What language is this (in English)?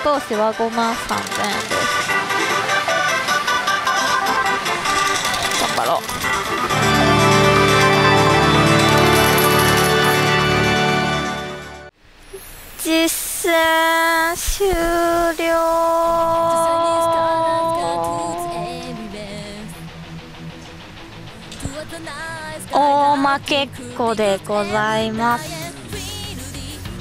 Japanese